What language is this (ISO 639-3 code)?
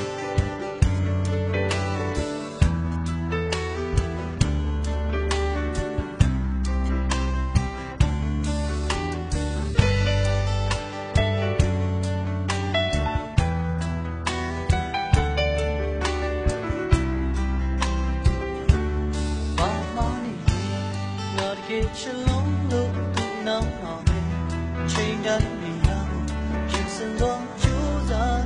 mya